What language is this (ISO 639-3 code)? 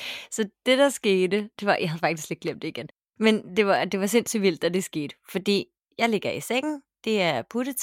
dan